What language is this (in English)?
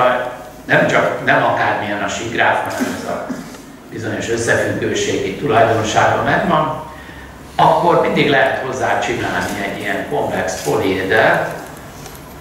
Hungarian